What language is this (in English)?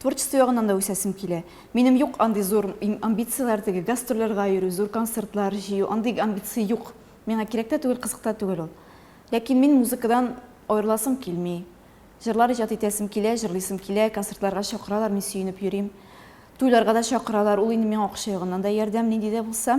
Tatar